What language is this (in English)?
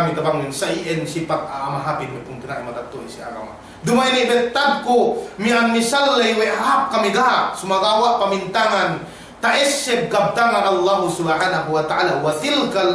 Yakan